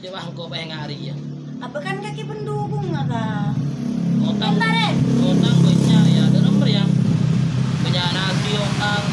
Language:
Madurese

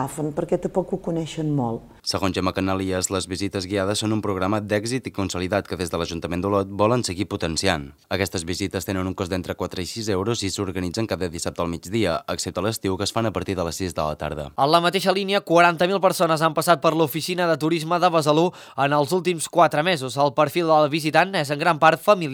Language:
Catalan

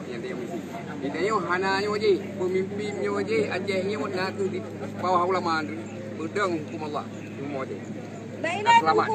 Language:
Achinese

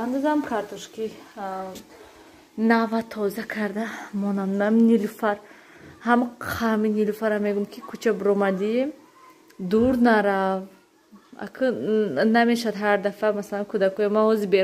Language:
Tajik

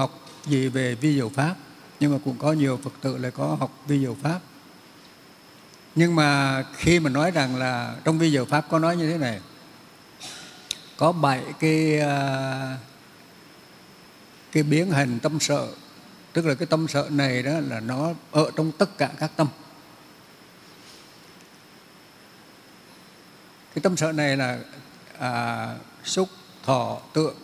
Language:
Vietnamese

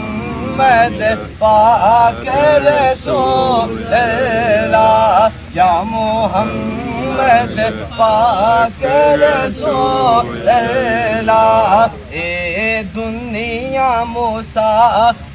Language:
Pahari-Potwari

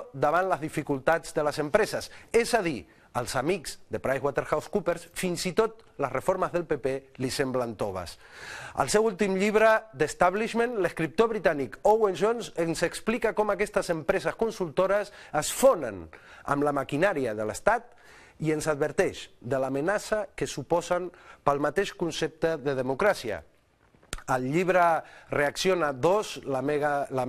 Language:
Catalan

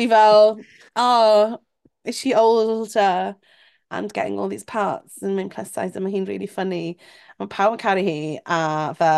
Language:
Welsh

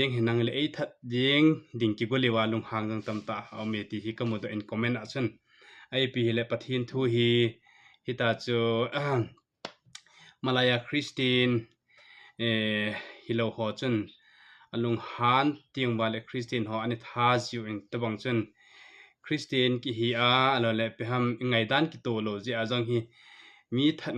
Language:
Thado Chin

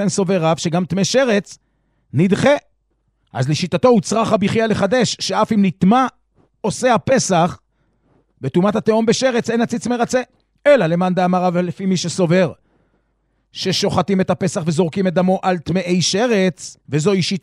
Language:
Hebrew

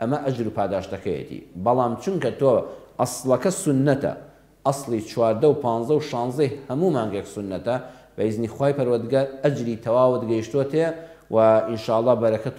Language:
Central Kurdish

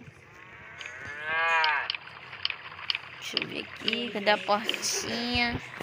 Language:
Portuguese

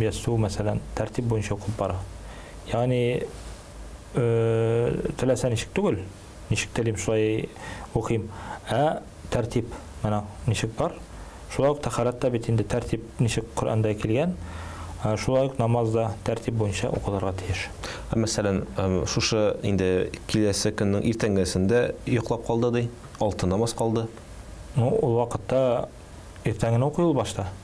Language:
Tatar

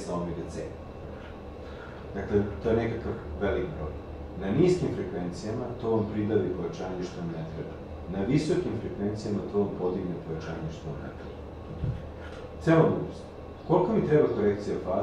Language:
Serbian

